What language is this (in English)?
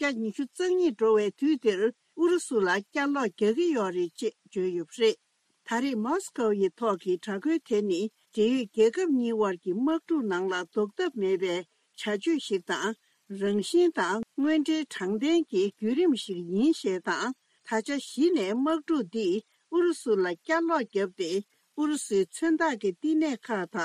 Tibetan